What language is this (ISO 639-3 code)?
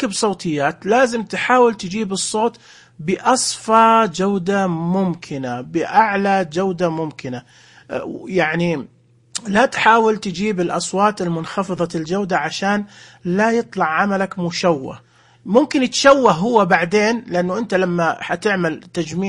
ars